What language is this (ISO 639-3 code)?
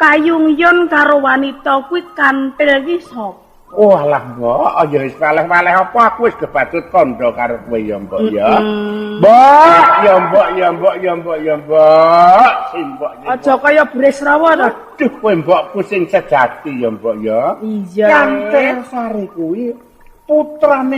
jav